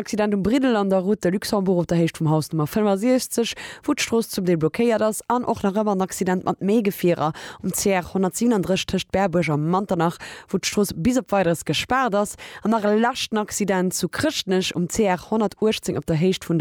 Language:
Luxembourgish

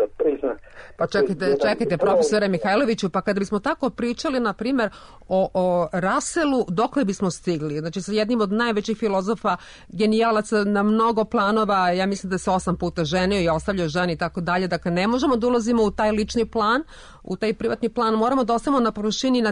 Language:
Serbian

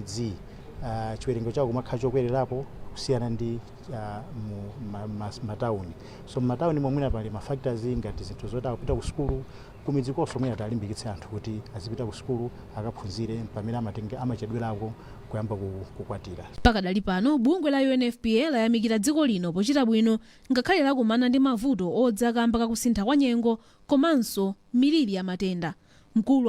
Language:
Nyanja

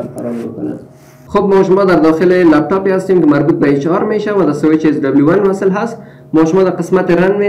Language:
Persian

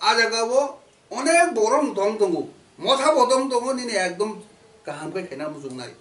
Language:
Kok Borok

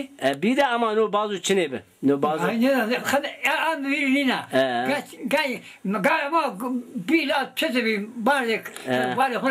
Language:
Zaza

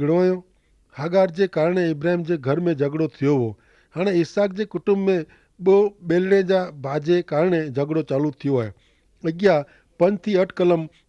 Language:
Kachhi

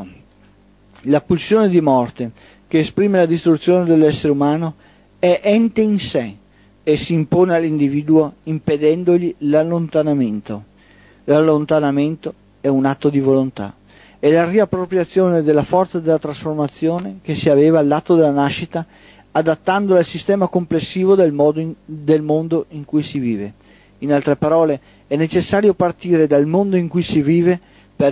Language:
Italian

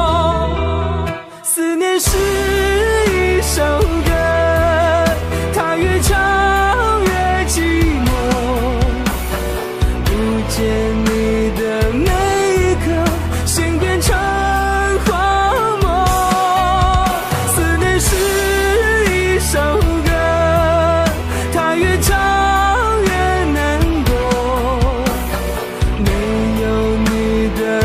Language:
Chinese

